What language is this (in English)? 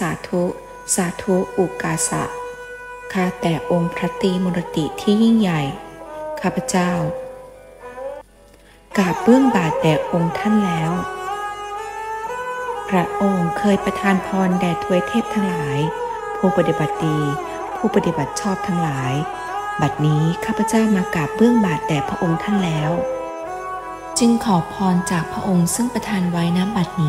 Thai